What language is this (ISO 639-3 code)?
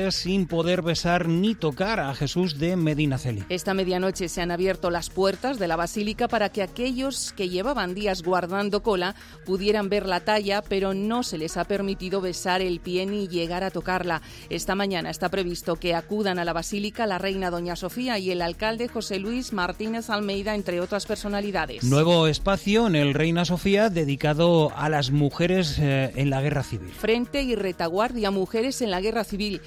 spa